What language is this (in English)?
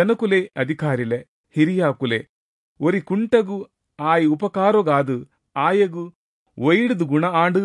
Tulu